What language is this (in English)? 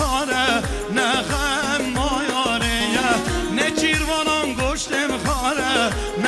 Kurdish